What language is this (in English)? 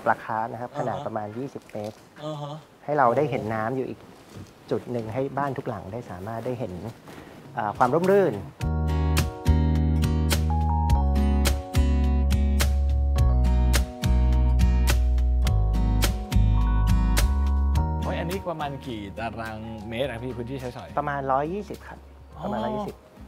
Thai